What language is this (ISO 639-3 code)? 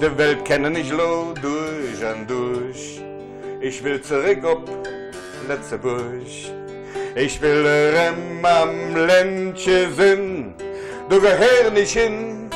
ltz